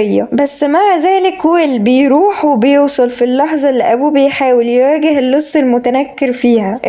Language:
Egyptian Arabic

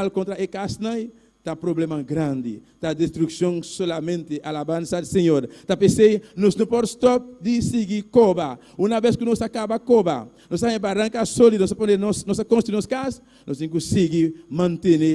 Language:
Papiamento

